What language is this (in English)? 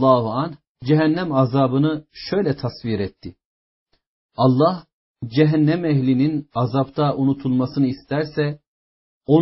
Turkish